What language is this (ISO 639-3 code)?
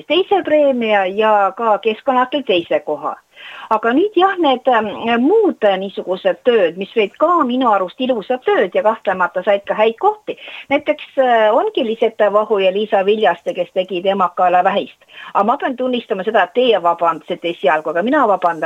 est